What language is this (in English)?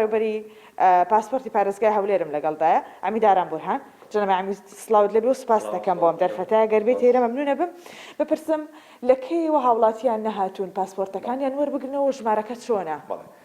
Central Kurdish